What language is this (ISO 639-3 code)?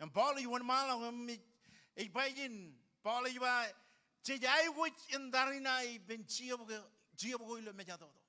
mah